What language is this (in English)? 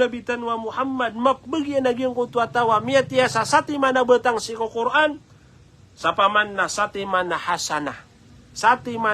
Maranao